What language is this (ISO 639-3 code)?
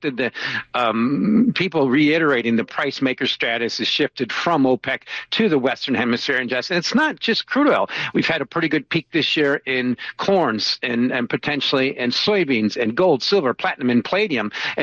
eng